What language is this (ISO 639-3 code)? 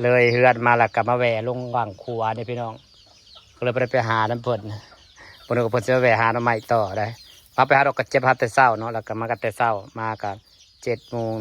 tts